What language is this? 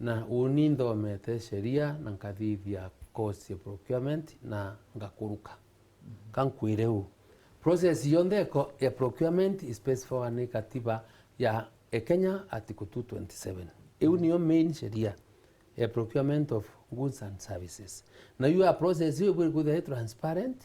Meru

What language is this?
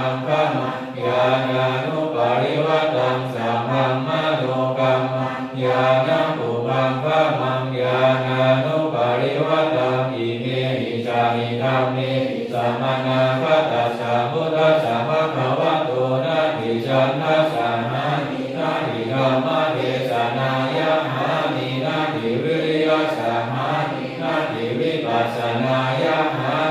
Pali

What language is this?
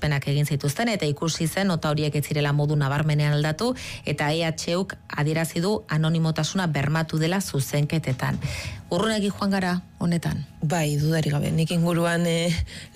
Basque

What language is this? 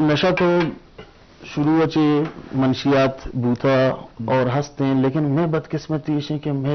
Eastern Balochi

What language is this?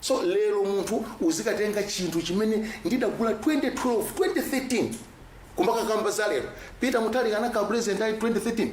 Nyanja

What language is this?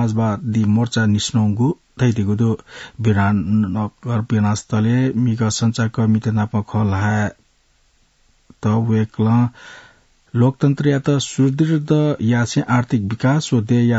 Newari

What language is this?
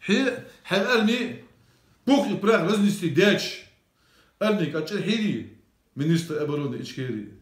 Ingush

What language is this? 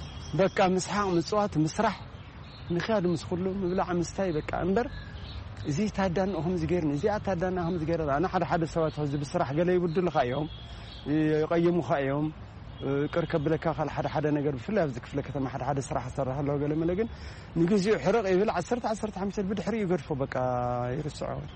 Tigrinya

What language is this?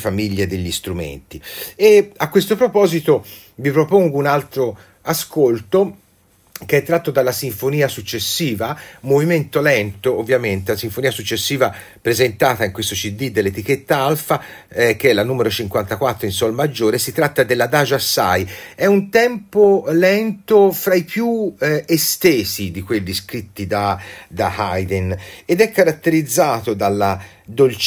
Italian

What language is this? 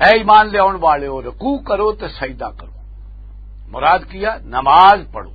Western Panjabi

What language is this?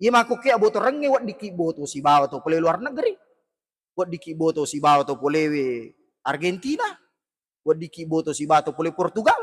Buginese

